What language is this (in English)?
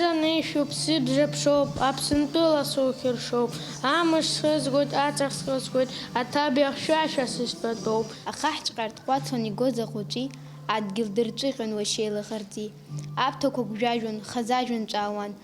Abkhazian